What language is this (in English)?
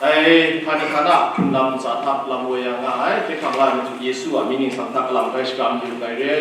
Kachin